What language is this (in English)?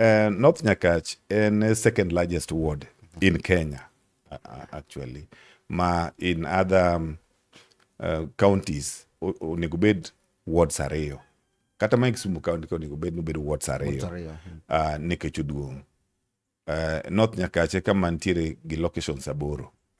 Luo (Kenya and Tanzania)